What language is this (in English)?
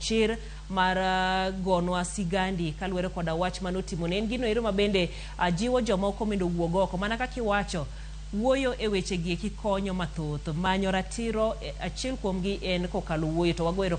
Luo (Kenya and Tanzania)